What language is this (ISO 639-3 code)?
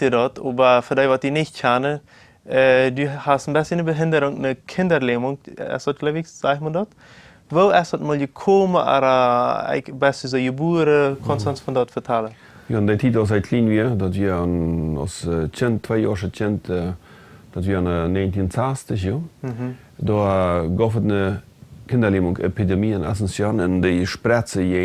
pdt